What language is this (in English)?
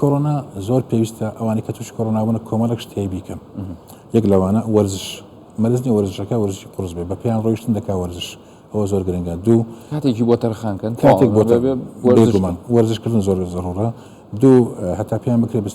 Central Kurdish